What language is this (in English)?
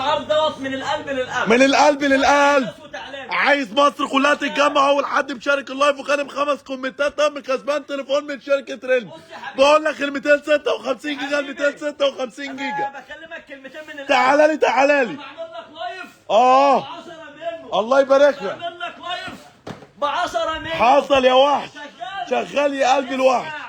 Egyptian Arabic